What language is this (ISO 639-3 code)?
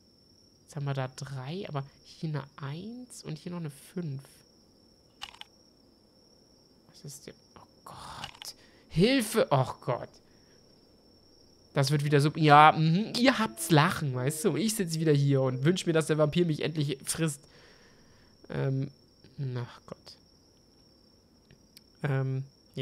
deu